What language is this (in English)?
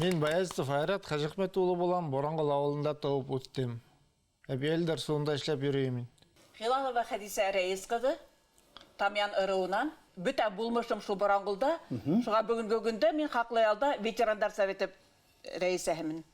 Bashkir